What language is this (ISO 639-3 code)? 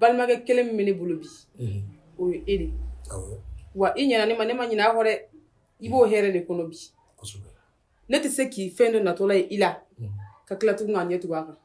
bam